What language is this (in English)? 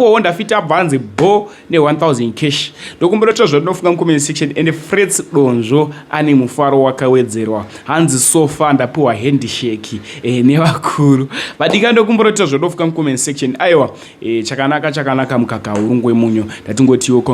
Shona